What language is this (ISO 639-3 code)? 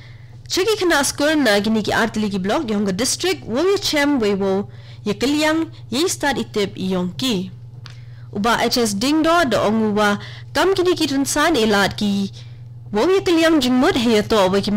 kha